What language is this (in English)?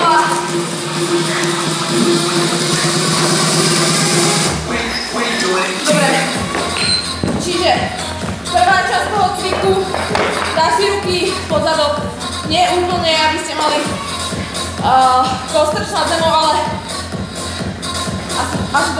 Slovak